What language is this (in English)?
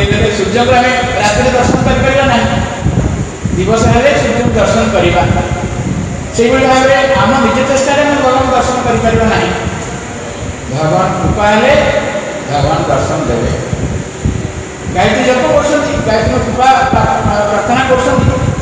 Odia